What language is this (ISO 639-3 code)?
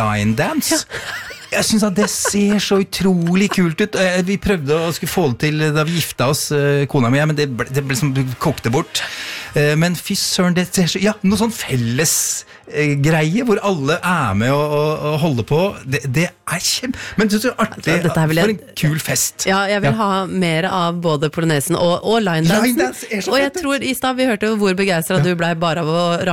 nor